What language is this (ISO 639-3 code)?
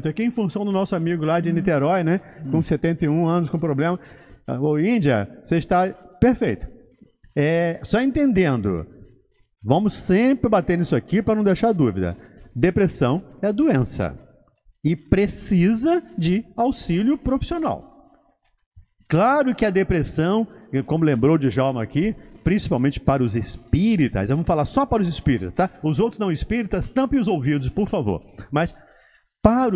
por